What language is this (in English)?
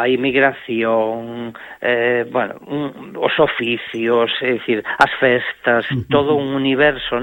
Galician